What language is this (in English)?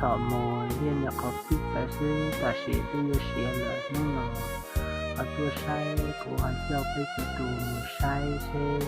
Hmong